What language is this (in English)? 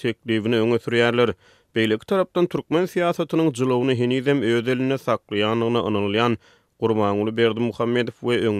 Turkmen